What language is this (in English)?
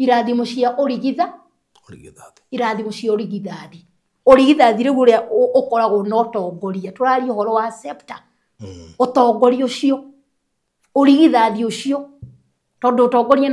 Kikuyu